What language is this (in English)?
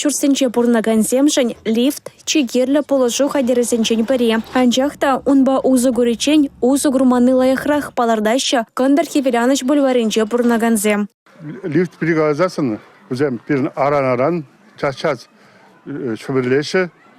Chuvash